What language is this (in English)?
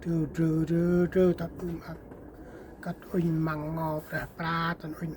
Central Mnong